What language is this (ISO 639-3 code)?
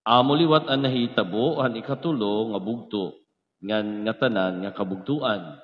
war